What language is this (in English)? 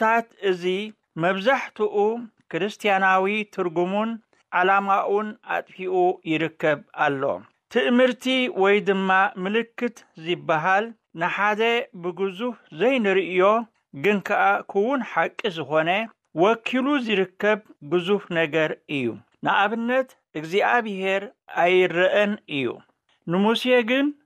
Tigrinya